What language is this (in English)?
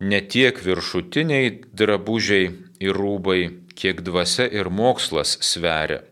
Lithuanian